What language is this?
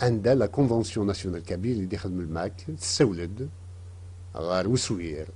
Kabyle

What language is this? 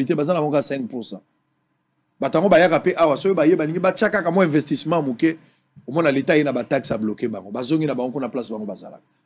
Lingala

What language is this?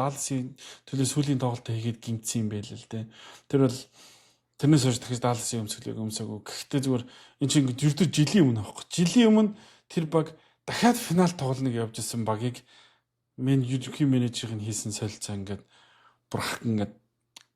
Mongolian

